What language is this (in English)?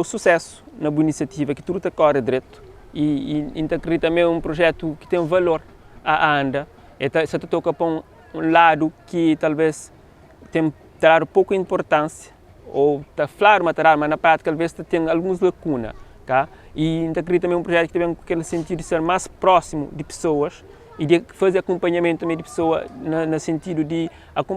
Kabuverdianu